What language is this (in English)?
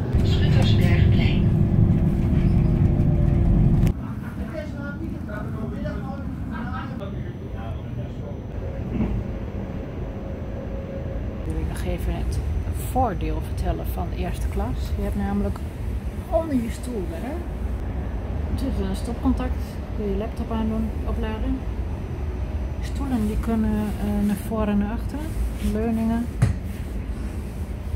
Dutch